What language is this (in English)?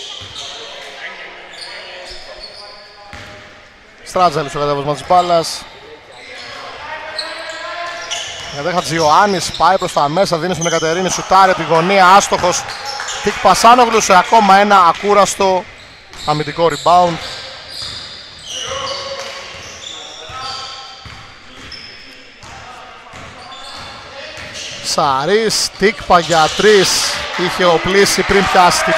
Greek